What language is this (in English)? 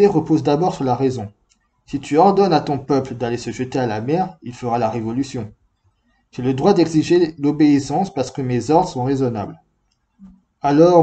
French